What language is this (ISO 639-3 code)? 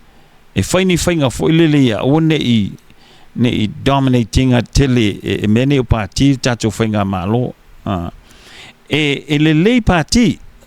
smo